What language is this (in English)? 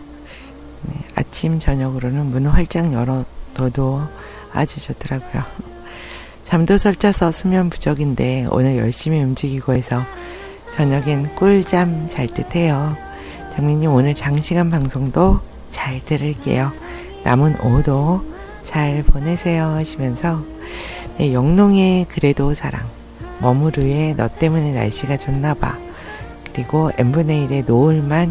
Korean